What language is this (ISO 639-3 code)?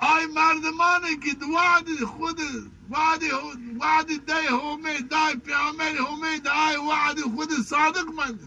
zza